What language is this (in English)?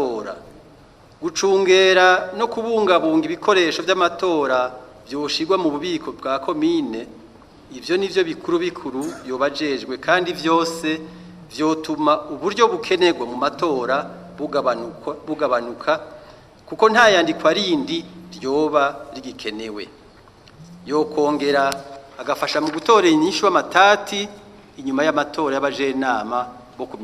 Rundi